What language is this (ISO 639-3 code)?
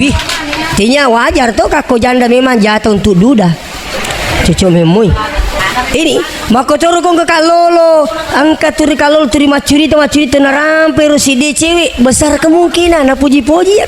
bug